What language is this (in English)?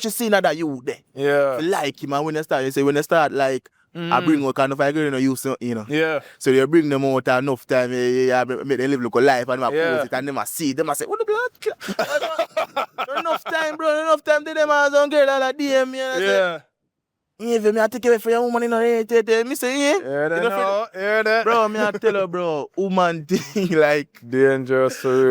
Jamaican Creole English